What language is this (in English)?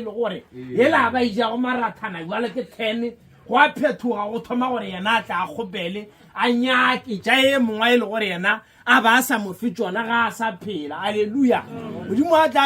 Northern Sotho